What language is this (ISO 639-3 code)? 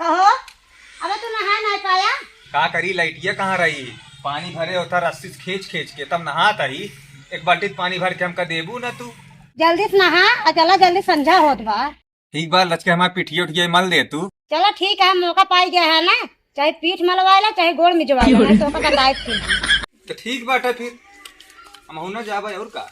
awa